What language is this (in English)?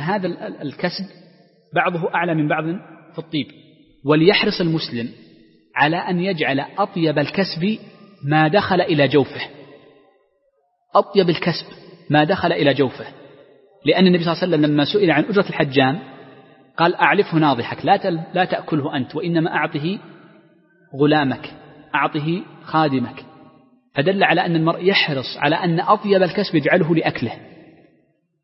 Arabic